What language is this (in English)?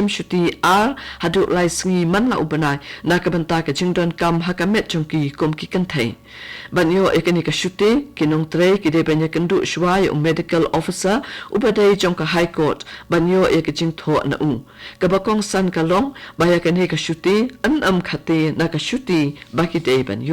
Khasi